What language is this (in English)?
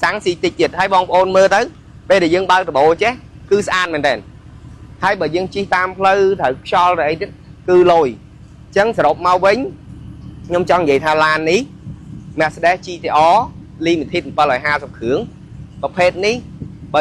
Khmer